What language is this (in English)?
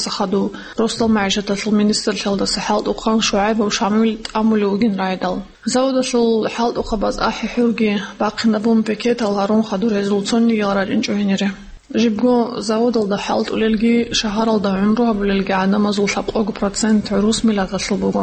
Avaric